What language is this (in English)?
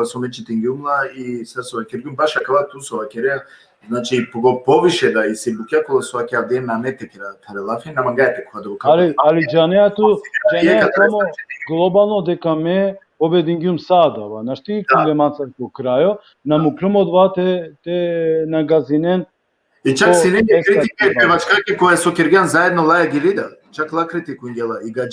Balkan Romani